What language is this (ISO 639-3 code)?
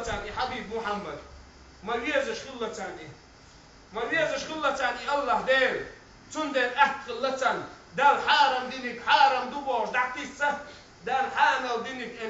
che